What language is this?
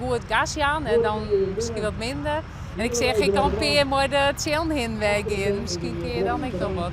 Western Frisian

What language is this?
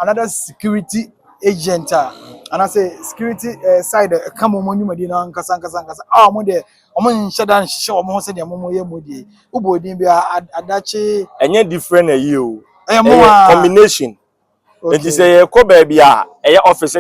Akan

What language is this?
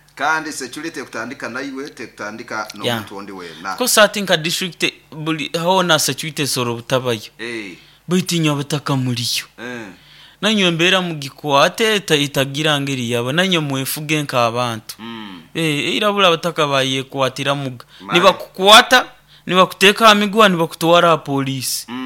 Nyoro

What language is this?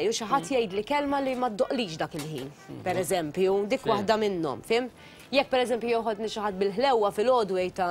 Maltese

